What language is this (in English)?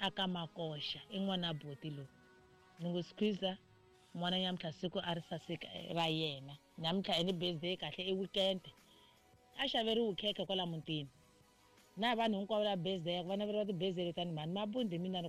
Tsonga